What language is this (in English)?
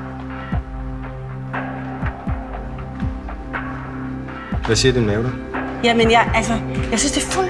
Danish